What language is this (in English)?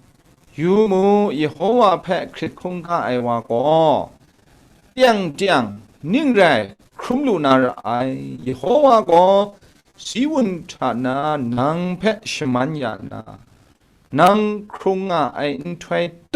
Kachin